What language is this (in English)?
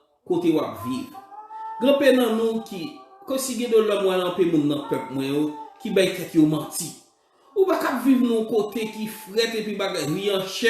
Haitian Creole